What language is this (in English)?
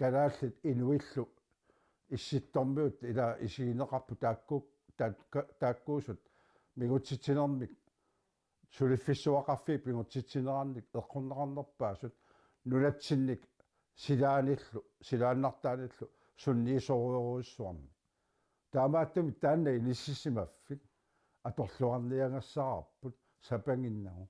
Kalaallisut